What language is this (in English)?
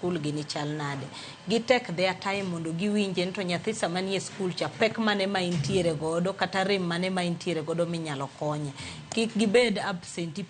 Luo (Kenya and Tanzania)